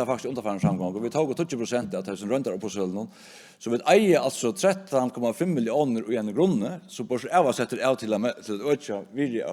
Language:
Faroese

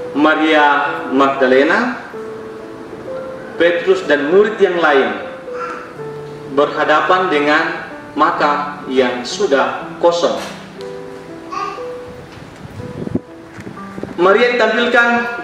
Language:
Indonesian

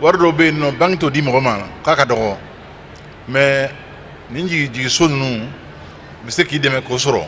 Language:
Bambara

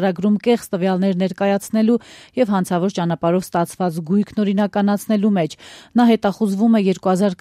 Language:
Armenian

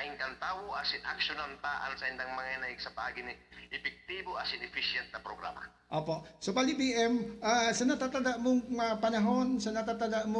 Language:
Bikol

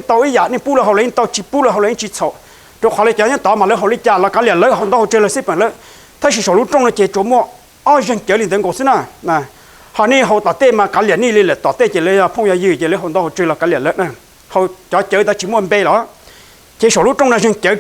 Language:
Hmong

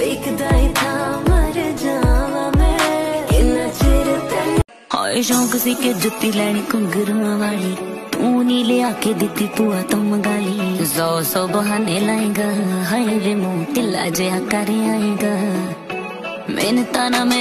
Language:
Punjabi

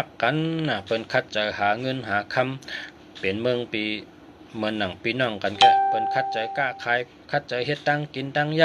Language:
Shan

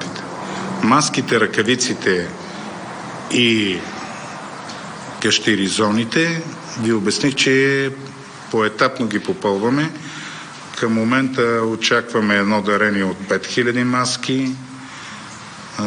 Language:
Bulgarian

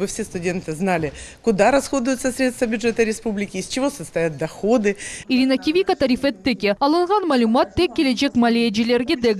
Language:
Crimean Tatar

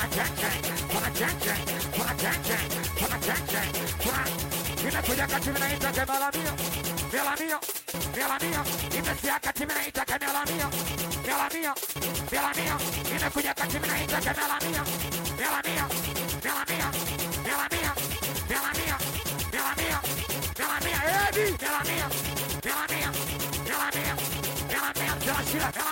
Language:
Swahili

